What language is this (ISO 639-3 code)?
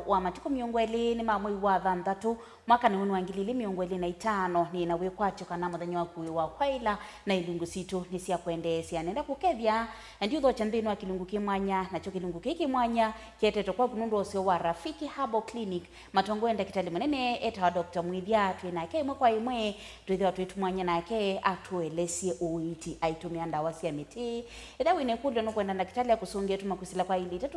kam